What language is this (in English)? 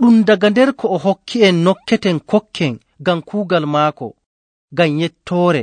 Nigerian Fulfulde